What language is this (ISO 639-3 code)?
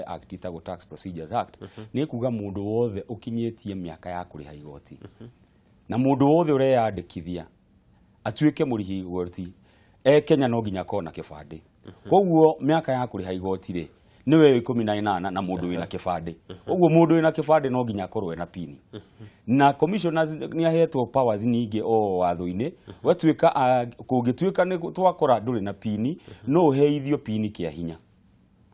kik